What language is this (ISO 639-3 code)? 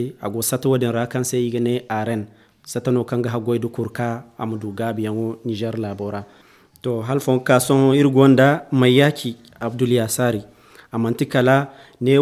dje